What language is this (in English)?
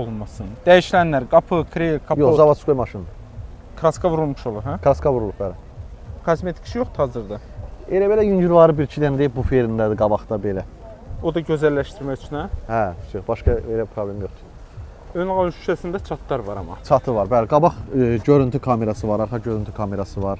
Azerbaijani